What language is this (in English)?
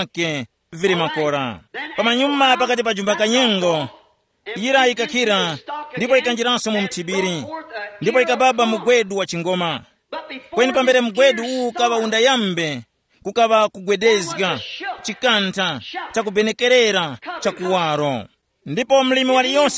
Tumbuka